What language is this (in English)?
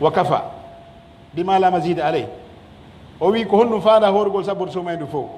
Pular